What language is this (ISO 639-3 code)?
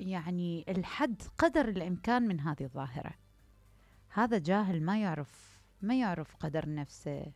acm